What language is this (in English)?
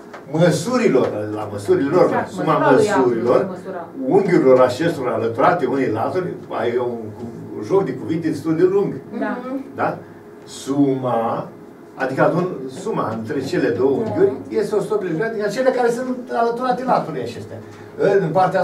Romanian